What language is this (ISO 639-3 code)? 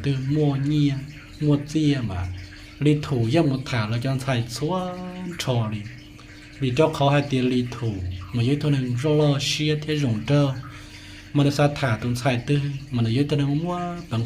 hmn